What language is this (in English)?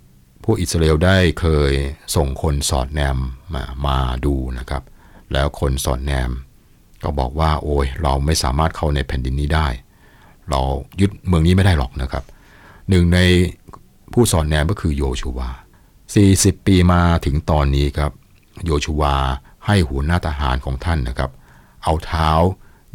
Thai